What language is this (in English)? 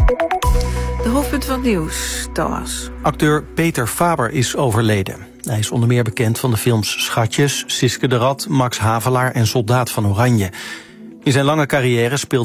Dutch